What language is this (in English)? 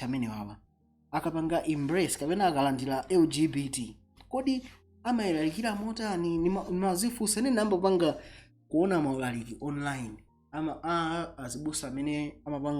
Nyanja